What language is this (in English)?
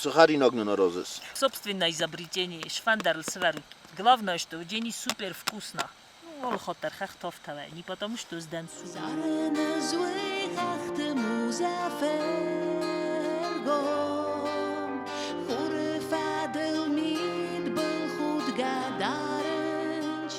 Ossetic